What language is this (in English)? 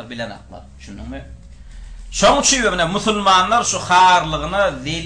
Turkmen